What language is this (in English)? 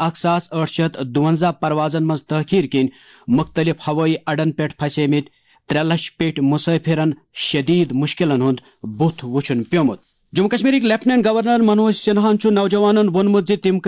Kashmiri